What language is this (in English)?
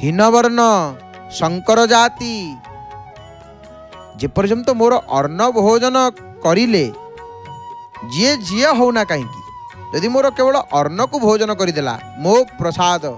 Odia